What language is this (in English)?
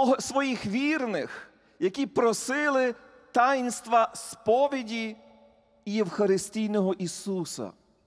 Ukrainian